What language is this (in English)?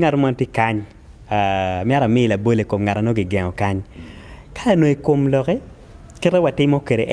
Acoli